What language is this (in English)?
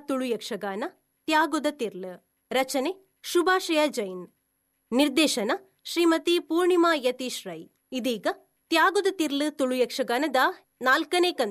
Tulu